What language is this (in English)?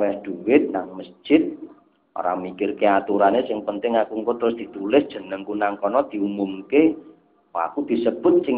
Javanese